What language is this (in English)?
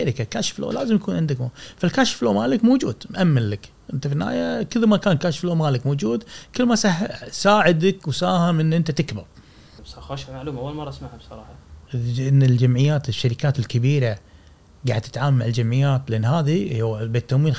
Gulf Arabic